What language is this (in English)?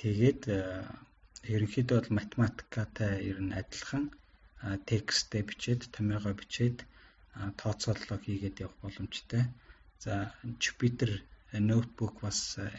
Mongolian